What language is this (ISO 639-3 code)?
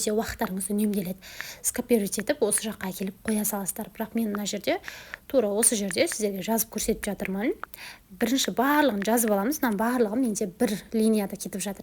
kaz